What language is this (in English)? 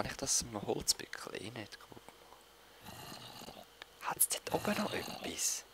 Swiss German